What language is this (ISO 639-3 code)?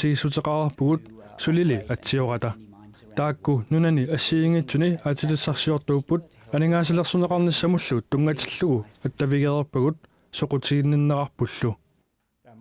kal